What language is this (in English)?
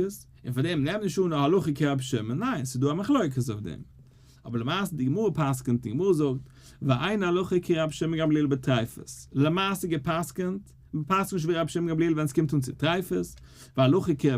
Yiddish